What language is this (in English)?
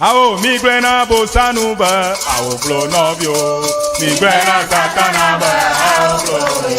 Ewe